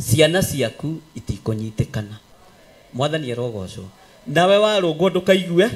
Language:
Kikuyu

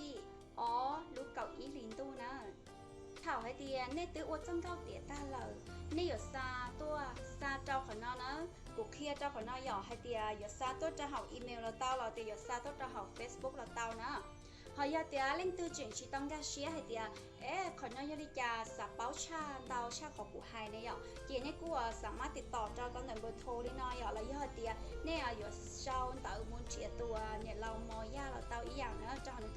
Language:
Hmong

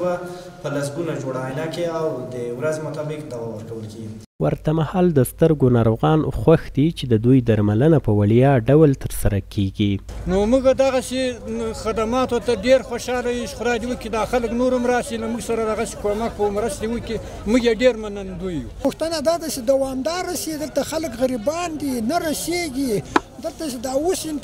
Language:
Pashto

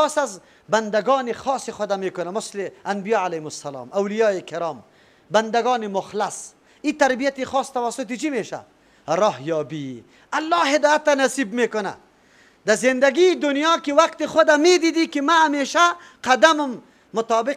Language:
Persian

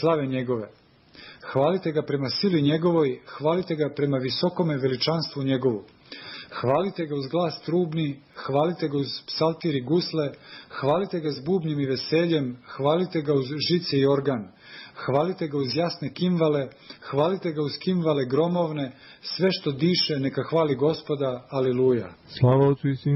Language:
Serbian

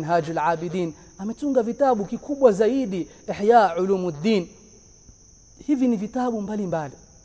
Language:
Swahili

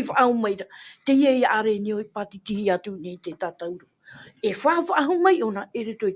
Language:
Tahitian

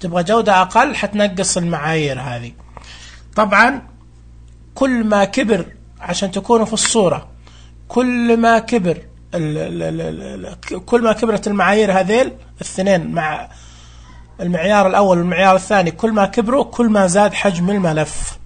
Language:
Najdi Arabic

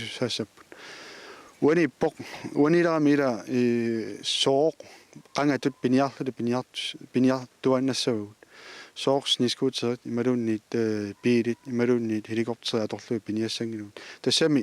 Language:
Kalaallisut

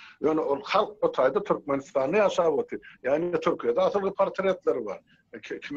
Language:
Turkmen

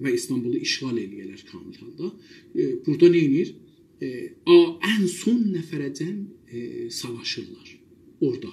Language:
South Azerbaijani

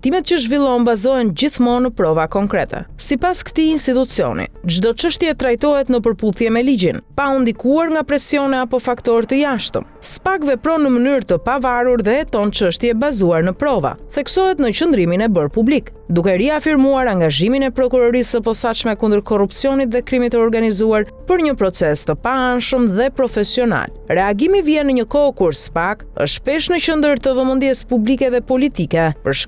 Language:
Albanian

